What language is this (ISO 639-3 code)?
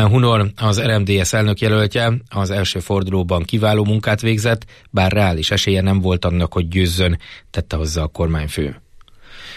hun